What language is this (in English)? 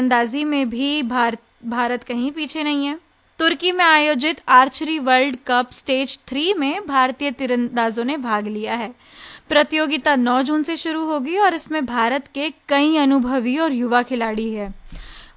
Hindi